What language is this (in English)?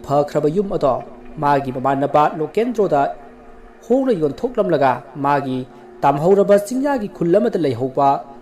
Manipuri